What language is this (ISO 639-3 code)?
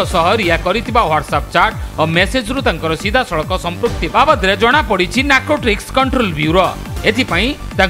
ori